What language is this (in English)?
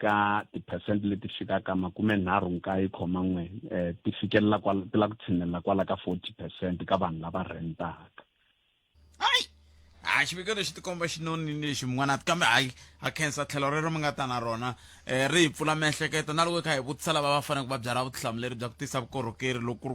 Tsonga